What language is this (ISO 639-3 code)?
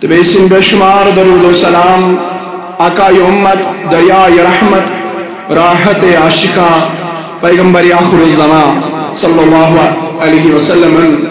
kas